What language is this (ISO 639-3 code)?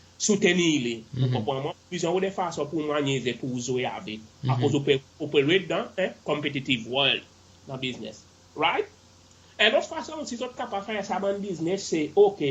crs